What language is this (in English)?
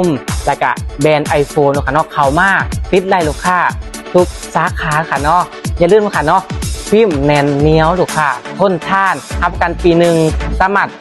Lao